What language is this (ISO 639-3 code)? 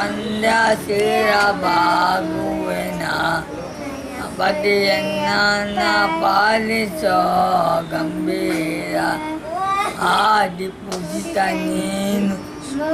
kan